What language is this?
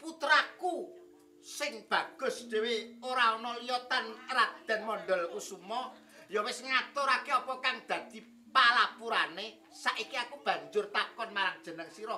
Javanese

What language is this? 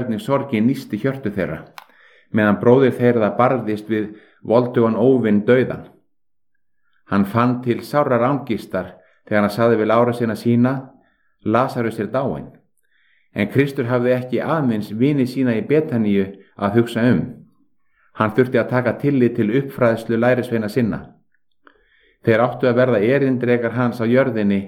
Icelandic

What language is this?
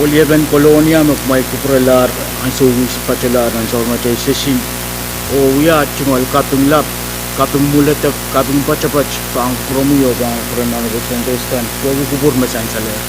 Pohnpeian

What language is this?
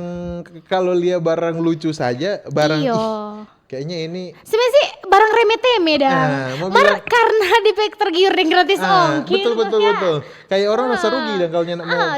Manado Malay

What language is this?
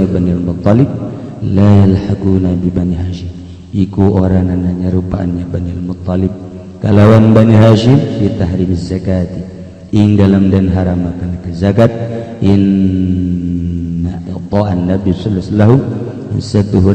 Sundanese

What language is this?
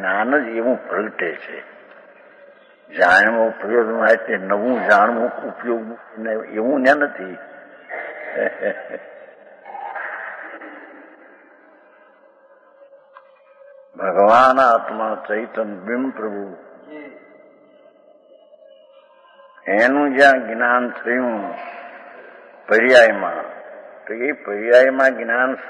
Gujarati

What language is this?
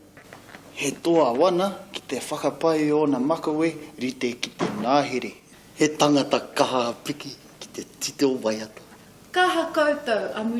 Māori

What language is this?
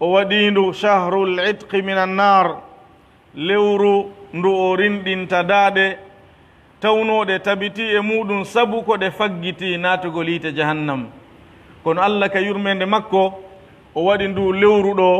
Pular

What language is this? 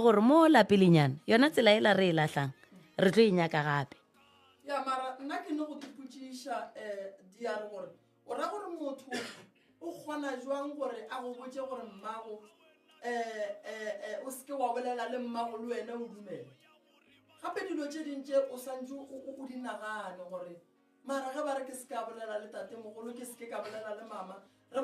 Northern Sotho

